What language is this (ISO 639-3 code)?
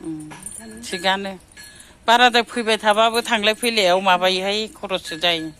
brx